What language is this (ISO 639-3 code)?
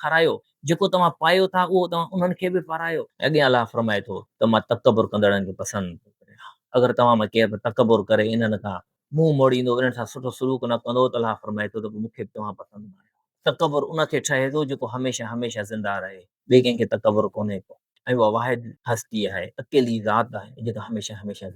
snd